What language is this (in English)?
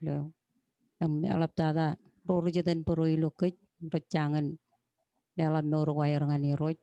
Marshallese